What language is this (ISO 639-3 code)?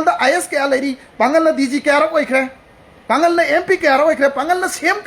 mni